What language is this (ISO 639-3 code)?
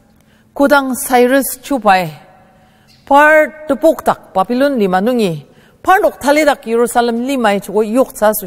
njo